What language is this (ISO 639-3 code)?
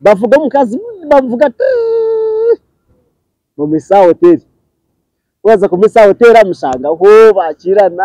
nyn